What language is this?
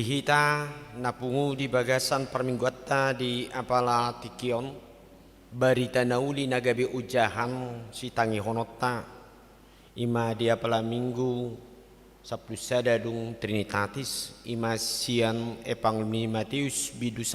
Batak Toba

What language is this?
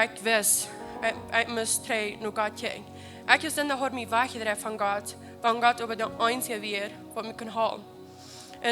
Plautdietsch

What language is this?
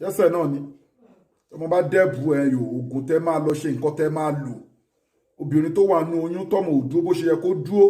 Yoruba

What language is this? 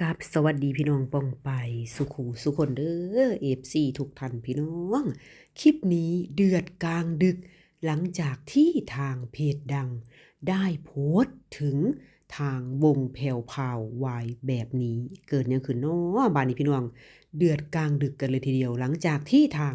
Northeastern Thai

